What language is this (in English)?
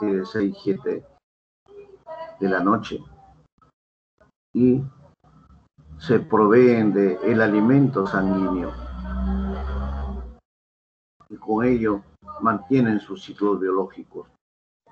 Spanish